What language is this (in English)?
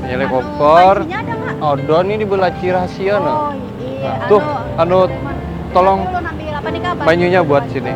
Banjar